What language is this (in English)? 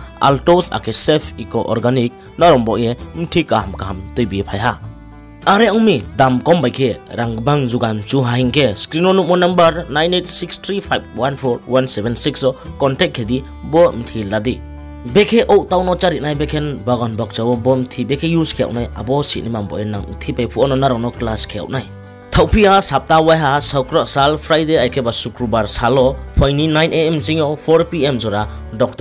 Riang (India)